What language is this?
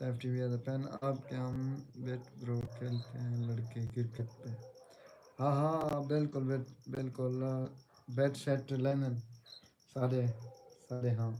Saraiki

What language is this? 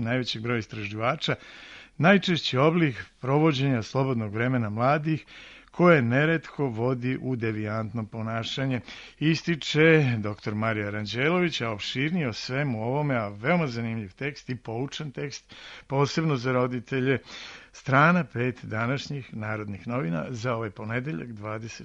Serbian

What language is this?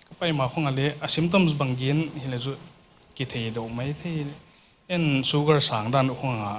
Paite Chin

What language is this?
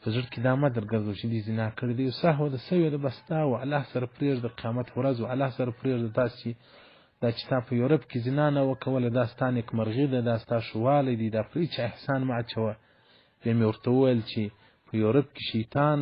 Pashto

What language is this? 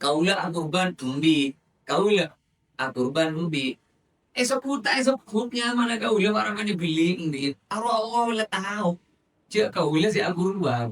Madurese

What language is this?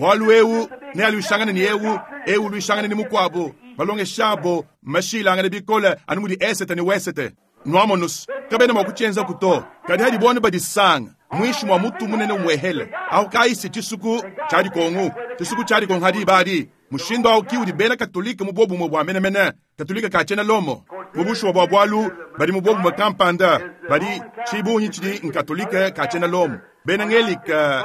Luba-Lulua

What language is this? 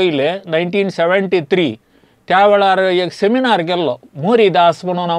Konkani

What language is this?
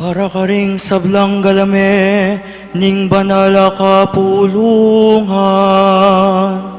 Pampanga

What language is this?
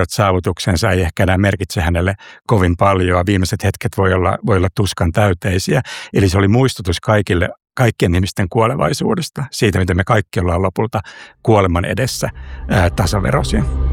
Finnish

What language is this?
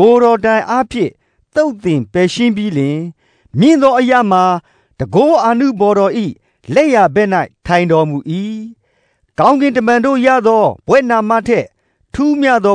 Burmese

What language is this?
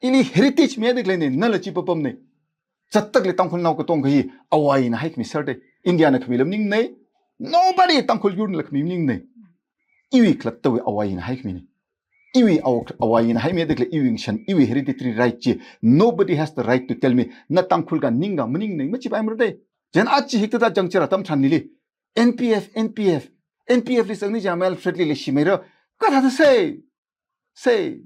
Tangkhul Naga (India)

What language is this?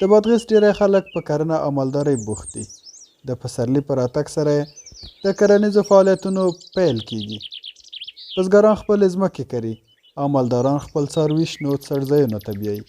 Pashto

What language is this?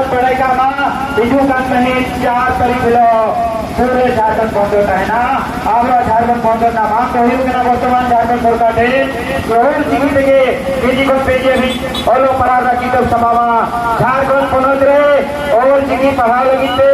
Santali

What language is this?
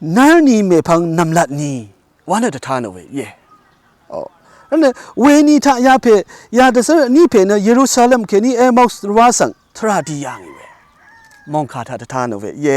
Rawang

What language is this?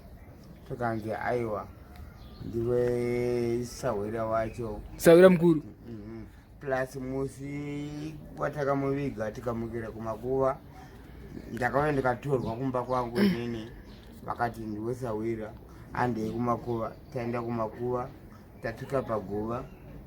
Shona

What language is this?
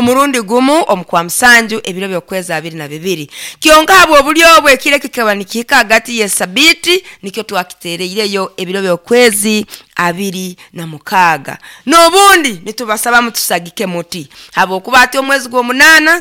Nyoro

